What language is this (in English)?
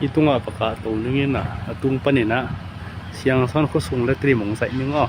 Tedim Chin